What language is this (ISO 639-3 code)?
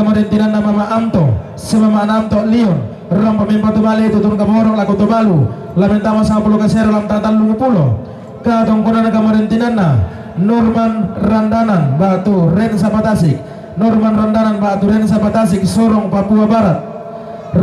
sda